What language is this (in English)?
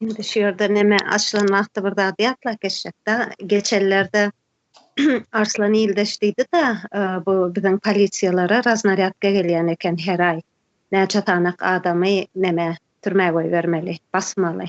Turkmen